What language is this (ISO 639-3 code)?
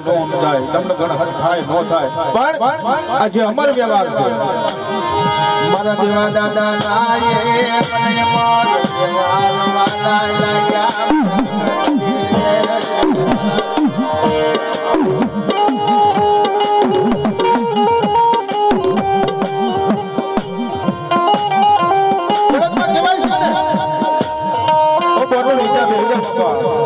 guj